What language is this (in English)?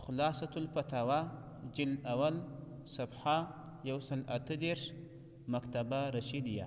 Pashto